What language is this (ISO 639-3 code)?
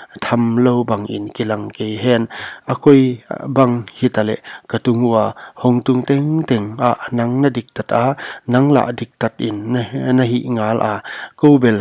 pck